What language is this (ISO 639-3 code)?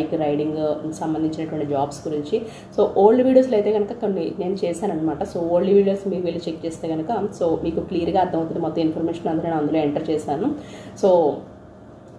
tel